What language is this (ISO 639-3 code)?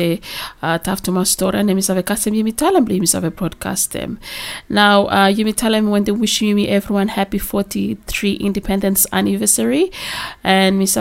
bis